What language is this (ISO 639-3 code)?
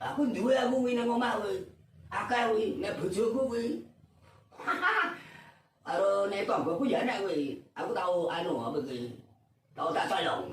jav